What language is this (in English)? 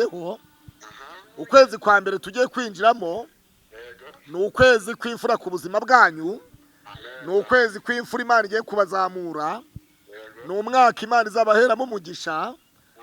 Kinyarwanda